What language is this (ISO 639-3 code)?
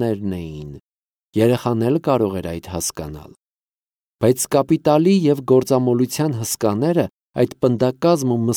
hye